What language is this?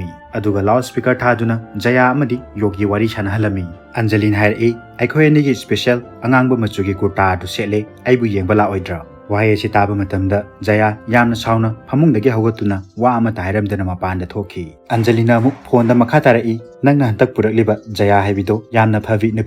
Manipuri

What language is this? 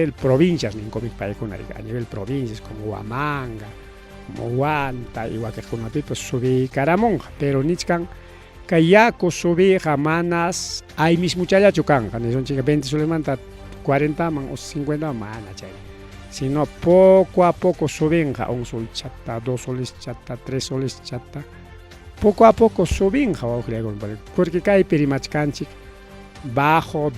Ayacucho Quechua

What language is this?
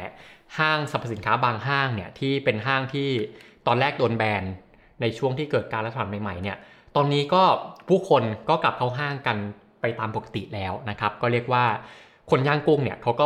Thai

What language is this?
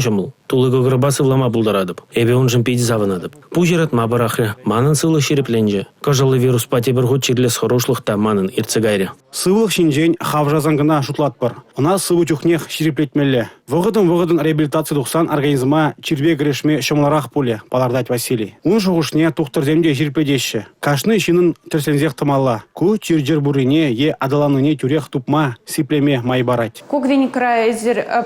Chuvash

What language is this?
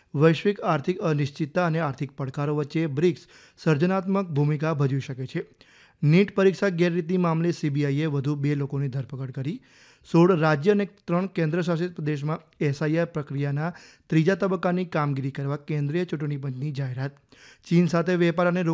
Gujarati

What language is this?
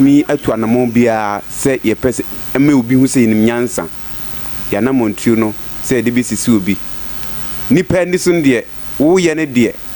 Akan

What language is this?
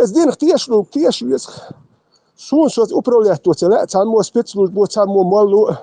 Chechen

